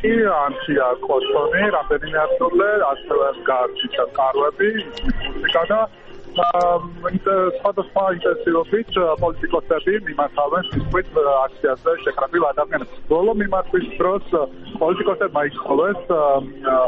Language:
Georgian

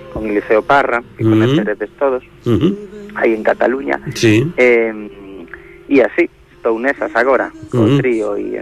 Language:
Galician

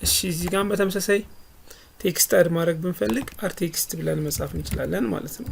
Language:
Amharic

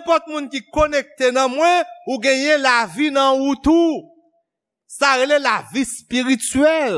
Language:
Haitian Creole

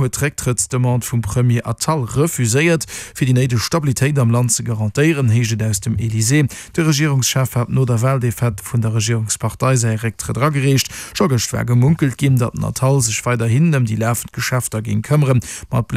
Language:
Luxembourgish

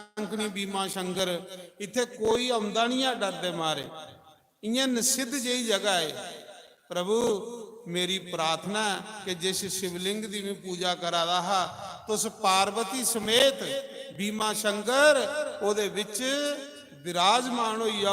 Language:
Dogri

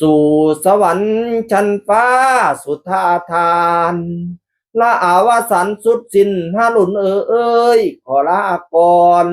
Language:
Northeastern Thai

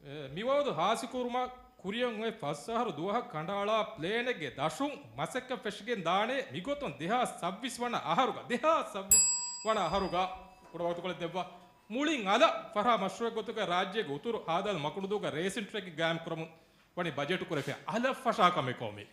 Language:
Divehi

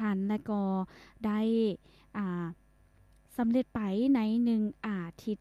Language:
Lao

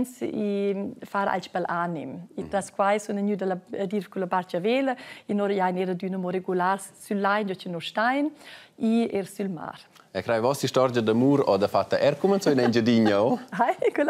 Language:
Romansh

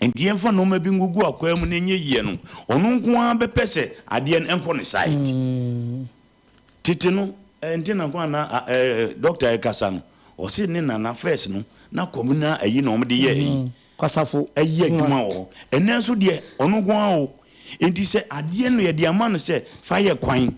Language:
Akan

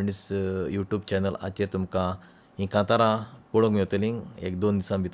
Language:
Konkani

